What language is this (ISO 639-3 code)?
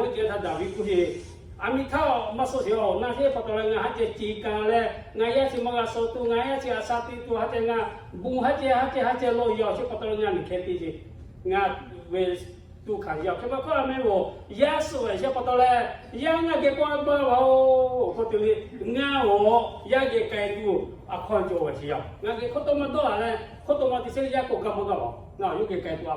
lhu